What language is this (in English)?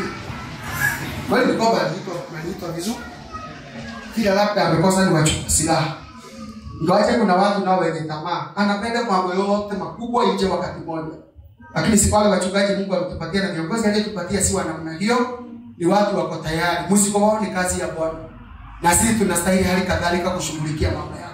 Swahili